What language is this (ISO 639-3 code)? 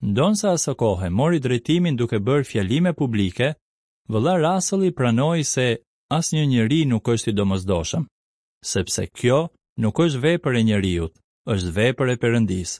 sqi